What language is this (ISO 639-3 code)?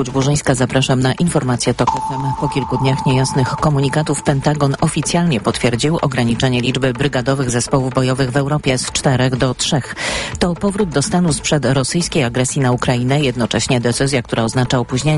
pol